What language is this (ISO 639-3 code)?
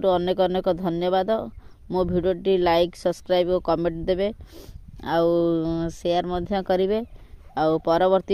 ori